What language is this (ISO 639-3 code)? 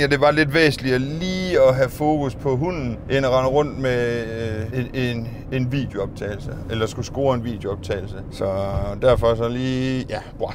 dan